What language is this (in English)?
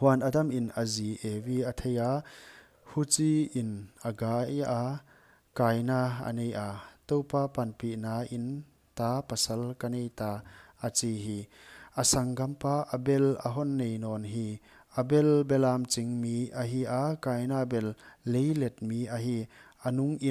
Paite Chin